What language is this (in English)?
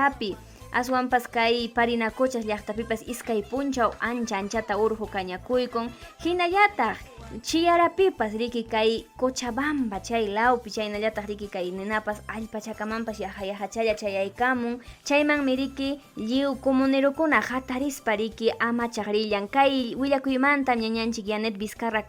Ayacucho Quechua